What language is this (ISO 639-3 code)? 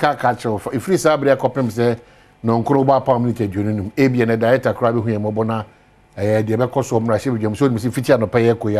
aka